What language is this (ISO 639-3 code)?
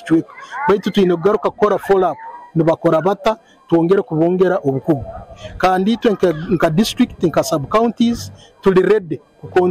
nyn